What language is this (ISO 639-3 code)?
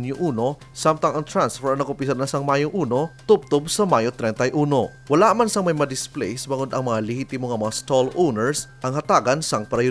hil